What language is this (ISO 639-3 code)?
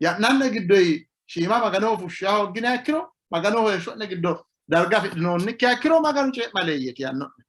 sid